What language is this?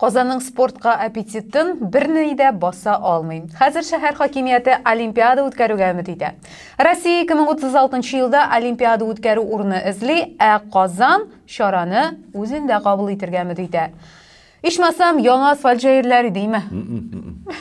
Tatar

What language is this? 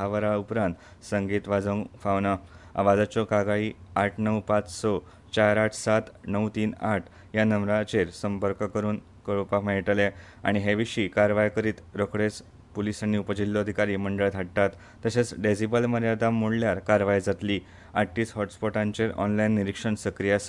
Konkani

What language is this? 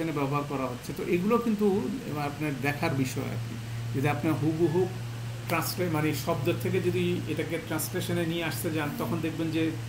Bangla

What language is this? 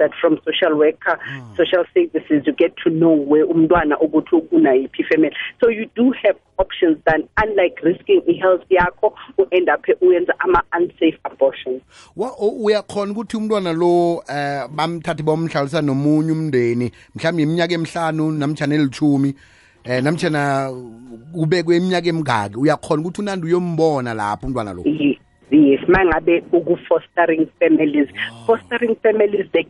South Ndebele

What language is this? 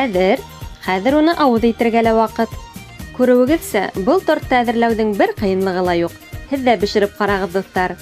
Bashkir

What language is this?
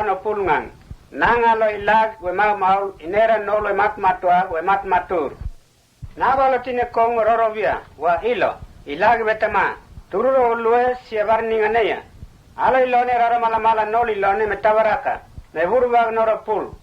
Mota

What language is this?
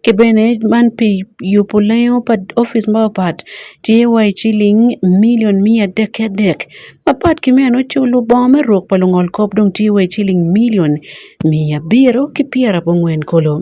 Acoli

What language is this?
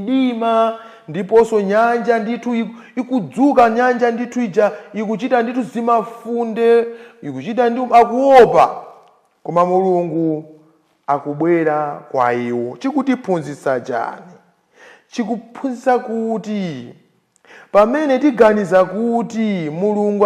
Nyanja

